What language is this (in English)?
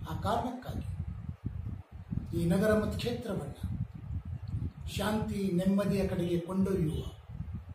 Kannada